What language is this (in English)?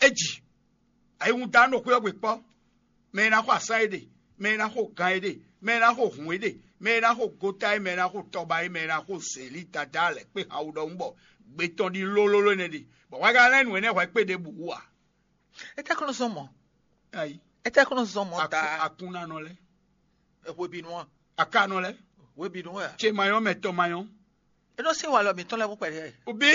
Fon